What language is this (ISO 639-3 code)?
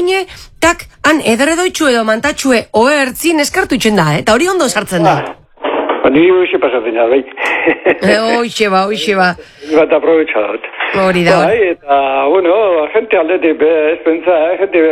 eus